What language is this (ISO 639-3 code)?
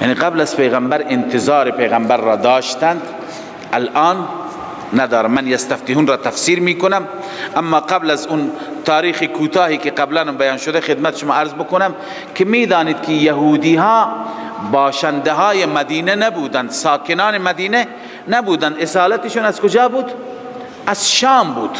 fas